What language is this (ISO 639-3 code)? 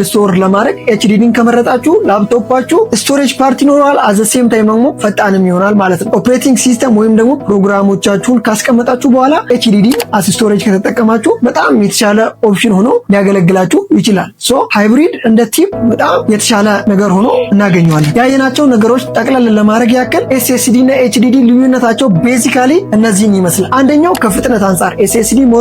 amh